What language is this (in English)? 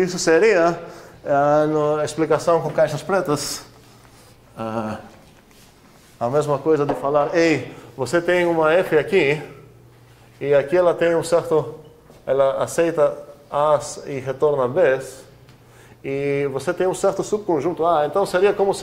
Portuguese